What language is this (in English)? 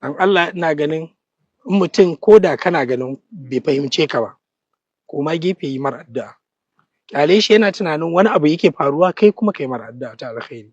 Hausa